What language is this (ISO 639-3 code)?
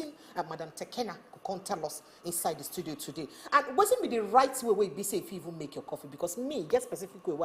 pcm